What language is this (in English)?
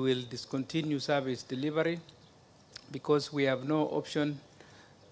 Kamba